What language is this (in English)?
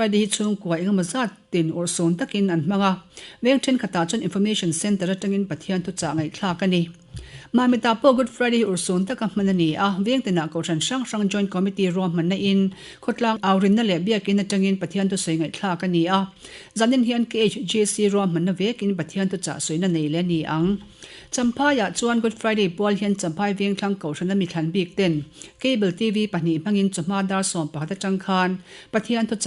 Mizo